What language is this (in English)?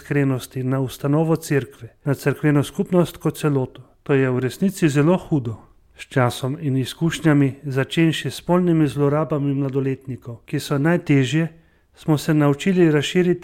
Slovenian